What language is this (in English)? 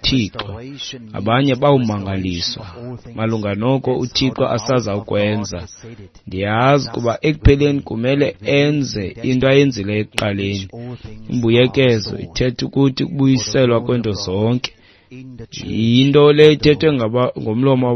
Xhosa